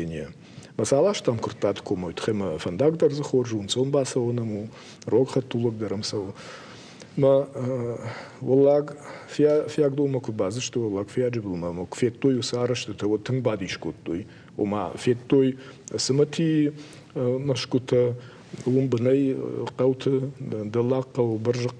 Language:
Ossetic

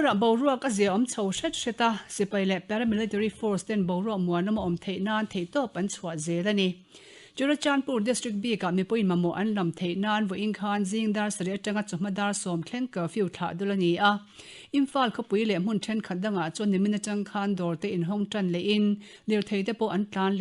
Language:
Mizo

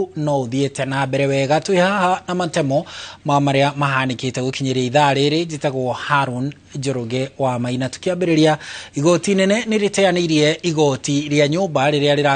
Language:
Kikuyu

